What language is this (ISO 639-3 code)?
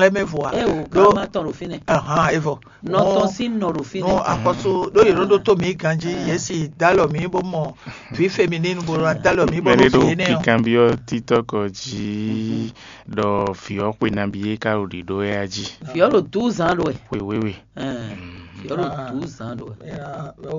fon